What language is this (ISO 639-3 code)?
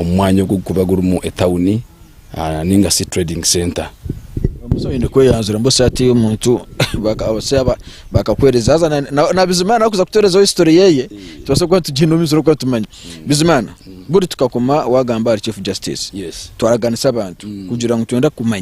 nyn